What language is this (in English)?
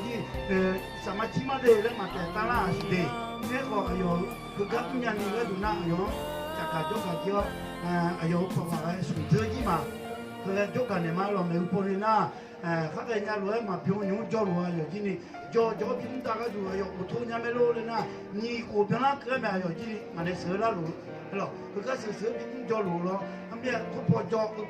Akha